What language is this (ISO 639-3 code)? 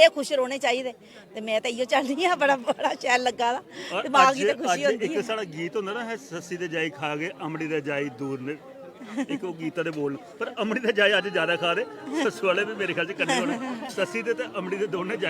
doi